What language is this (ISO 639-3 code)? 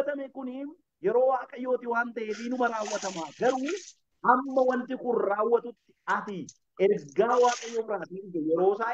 orm